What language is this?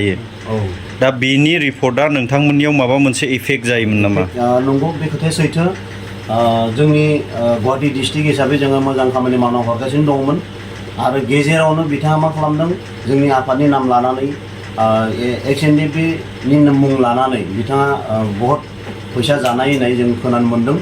Bodo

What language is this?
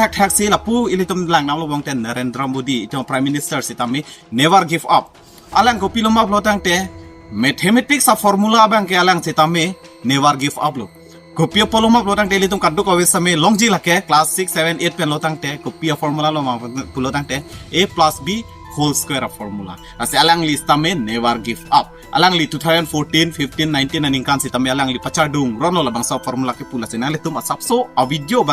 Karbi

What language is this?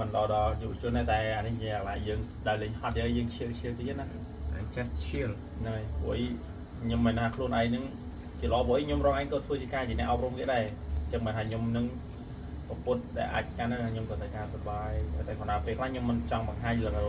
Khmer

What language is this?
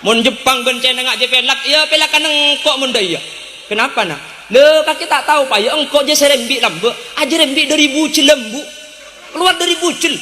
Madurese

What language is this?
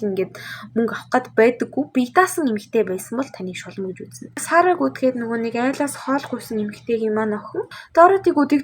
Mongolian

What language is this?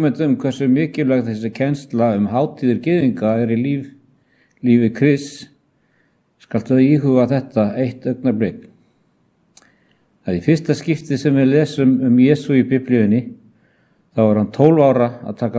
Icelandic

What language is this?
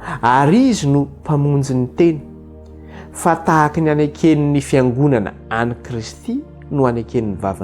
Malagasy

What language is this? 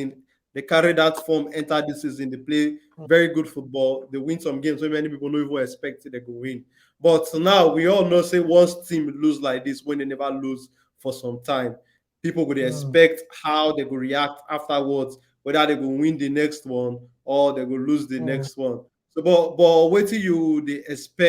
Nigerian Pidgin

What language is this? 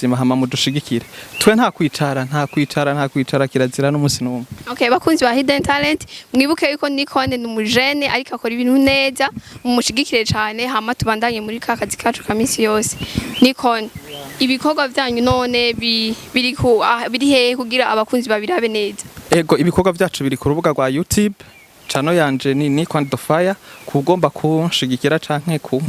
Rundi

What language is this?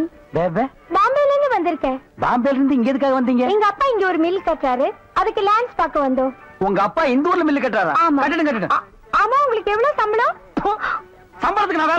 Tamil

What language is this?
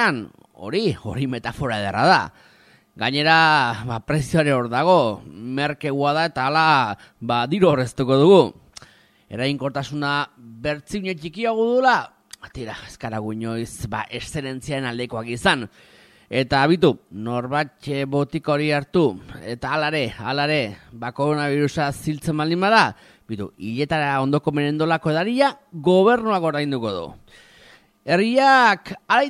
Basque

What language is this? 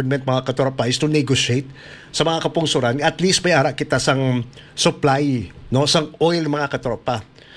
Hiligaynon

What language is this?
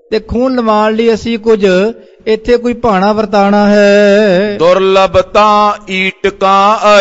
Punjabi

